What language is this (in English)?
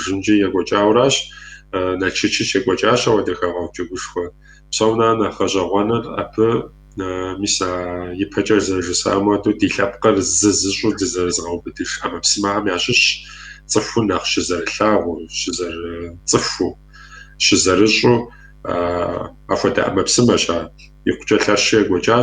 Kabardian